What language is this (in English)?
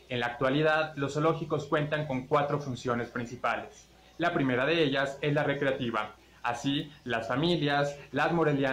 Spanish